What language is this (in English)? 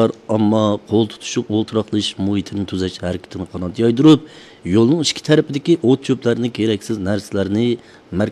Uyghur